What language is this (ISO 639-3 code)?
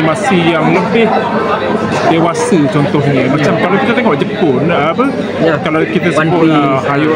msa